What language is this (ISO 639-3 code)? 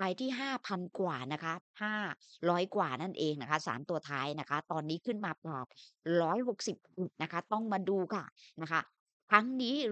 tha